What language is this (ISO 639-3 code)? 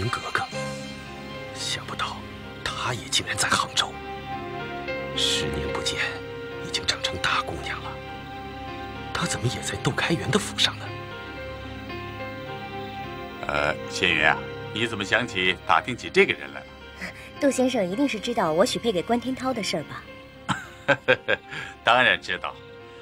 zho